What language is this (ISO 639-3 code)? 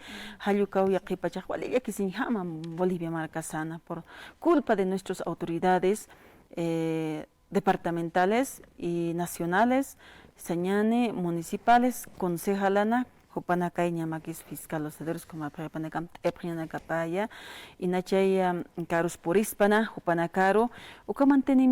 aym